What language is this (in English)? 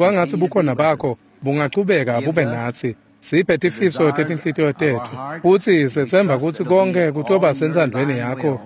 Swati